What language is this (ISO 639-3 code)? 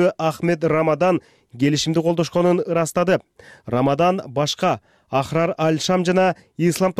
kir